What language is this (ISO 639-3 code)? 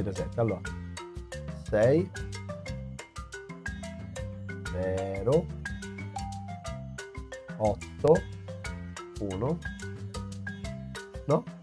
ita